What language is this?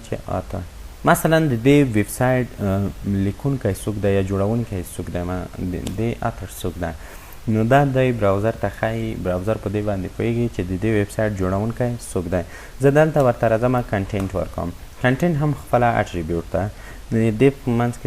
Pashto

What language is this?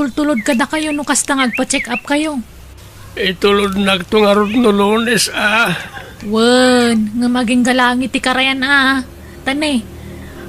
Iloko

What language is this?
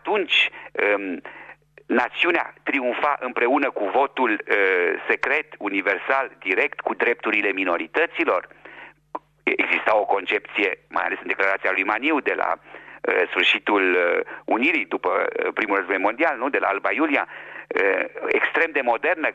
Romanian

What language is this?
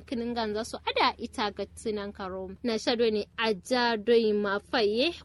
Kanuri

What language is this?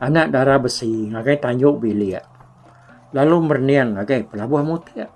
Iban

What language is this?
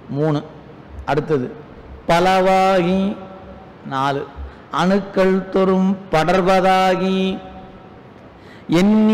Tamil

